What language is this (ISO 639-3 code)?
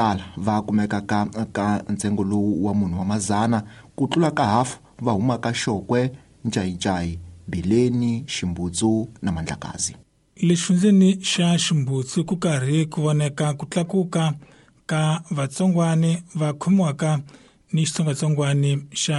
tso